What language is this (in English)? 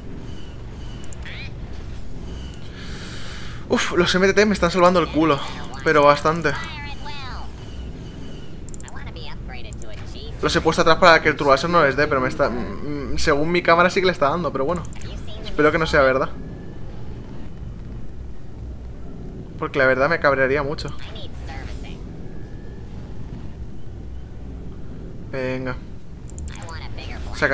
Spanish